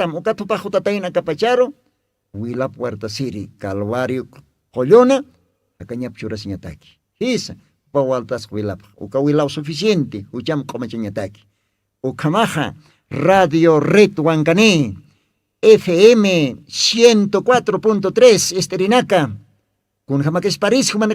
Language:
Aymara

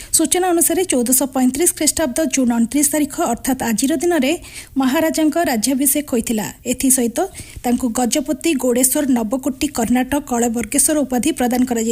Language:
Odia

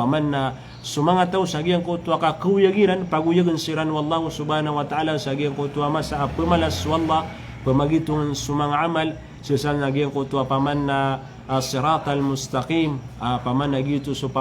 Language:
Maranao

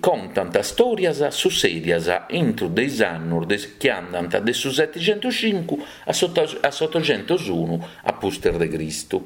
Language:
Sardinian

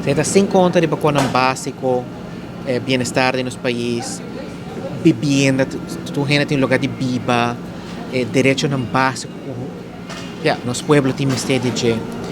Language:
Papiamento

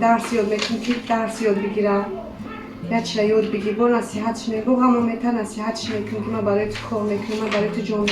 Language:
Tajik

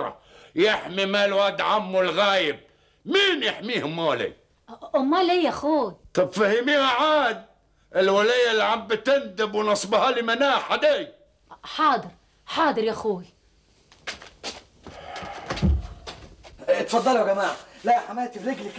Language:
Egyptian Arabic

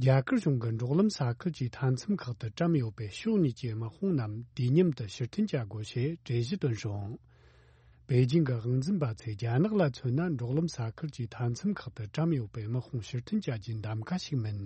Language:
Tibetan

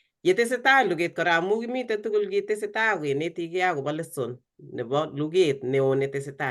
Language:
Kalenjin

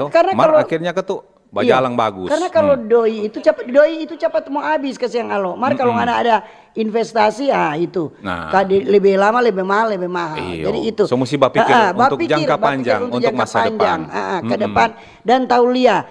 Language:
Manado Malay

